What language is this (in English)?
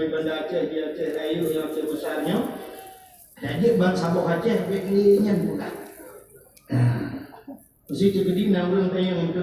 Achinese